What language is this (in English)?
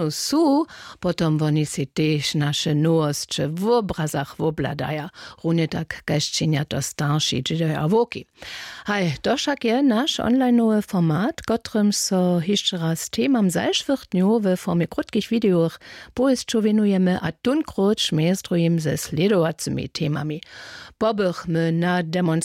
Upper Sorbian